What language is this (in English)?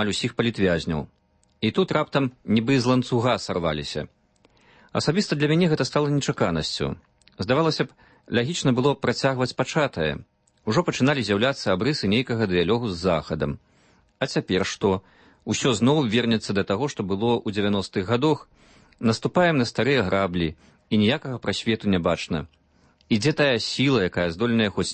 Belarusian